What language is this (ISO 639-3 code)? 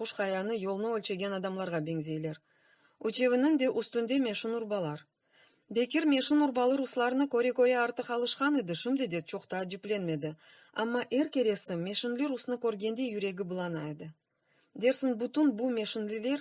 crh